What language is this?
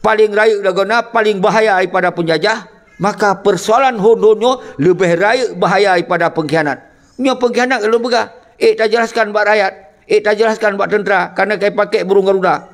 Achinese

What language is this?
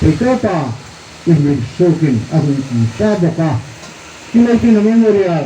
Hmar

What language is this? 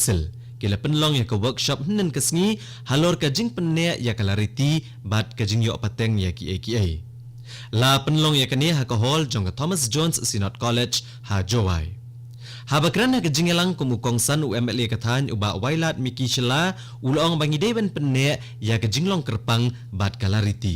Khasi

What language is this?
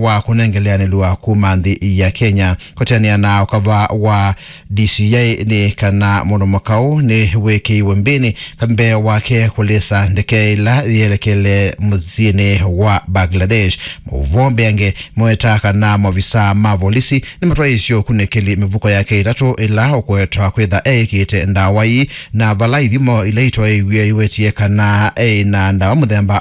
Kamba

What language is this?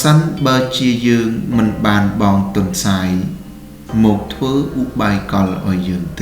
Khmer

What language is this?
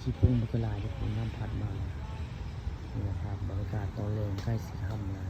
Northeastern Thai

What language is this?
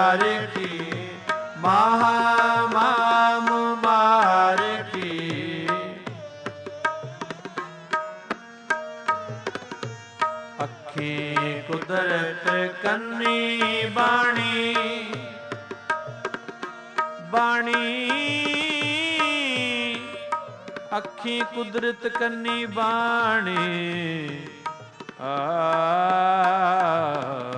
Punjabi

